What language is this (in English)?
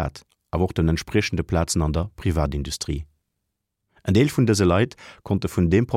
Luxembourgish